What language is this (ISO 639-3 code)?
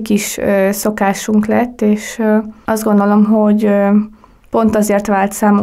hun